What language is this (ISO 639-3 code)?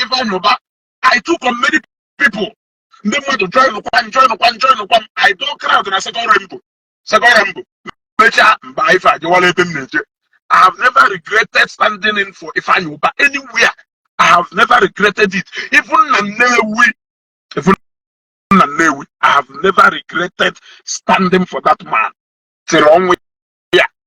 ibo